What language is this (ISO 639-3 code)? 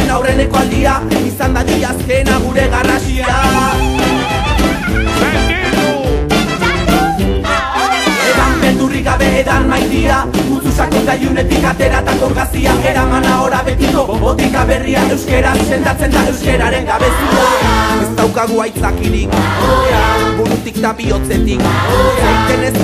eus